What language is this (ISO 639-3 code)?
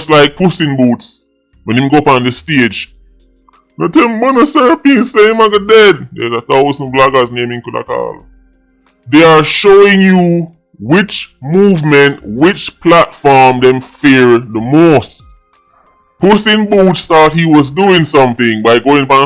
jam